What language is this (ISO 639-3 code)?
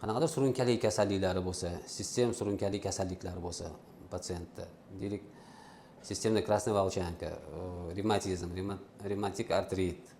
uzb